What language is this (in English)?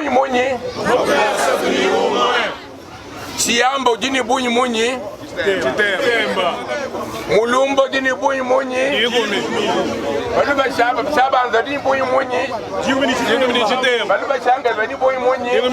Luba-Lulua